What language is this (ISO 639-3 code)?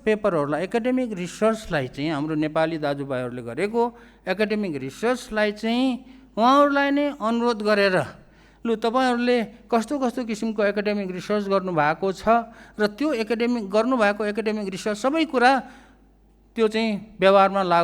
nep